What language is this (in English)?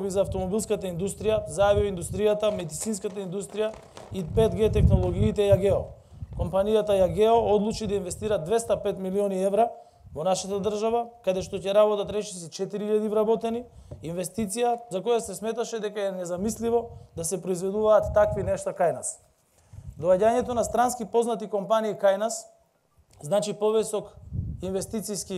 Macedonian